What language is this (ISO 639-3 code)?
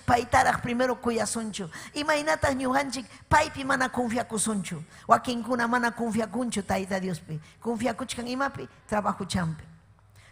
quy